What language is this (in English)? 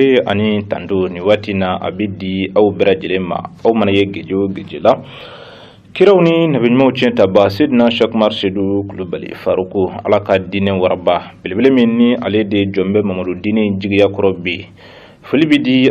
Bambara